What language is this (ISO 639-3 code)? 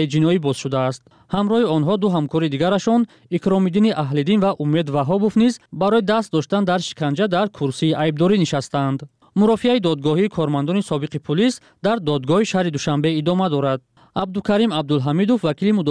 tgk